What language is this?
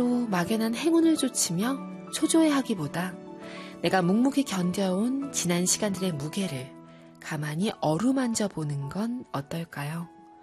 Korean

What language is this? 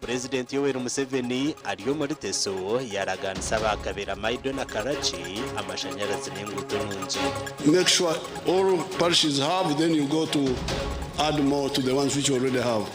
Nyankole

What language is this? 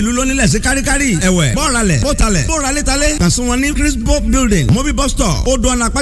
Yoruba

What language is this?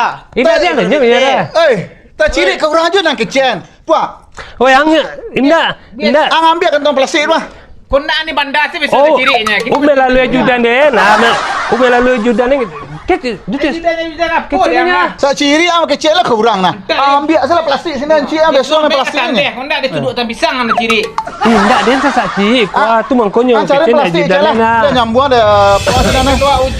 Minangkabau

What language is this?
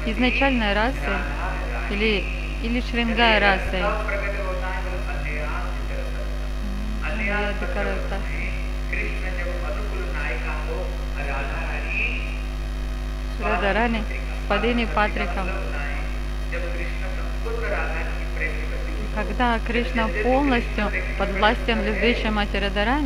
Russian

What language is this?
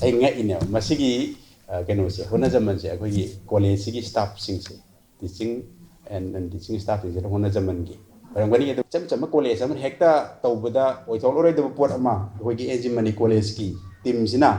Manipuri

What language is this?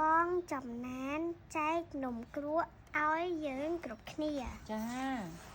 Khmer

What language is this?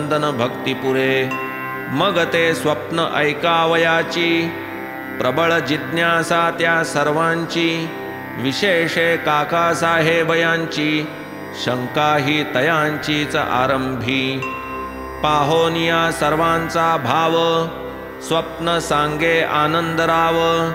Marathi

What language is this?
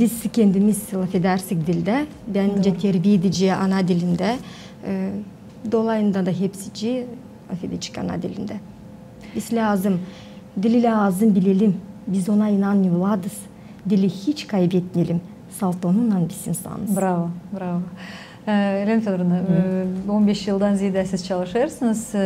Gagauz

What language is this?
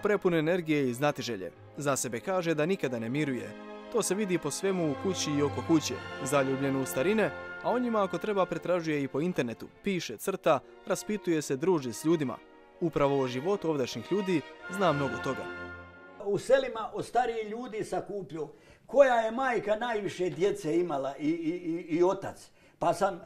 Croatian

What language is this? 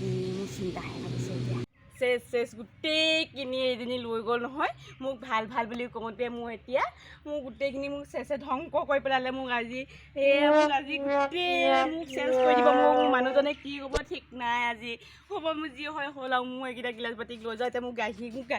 Assamese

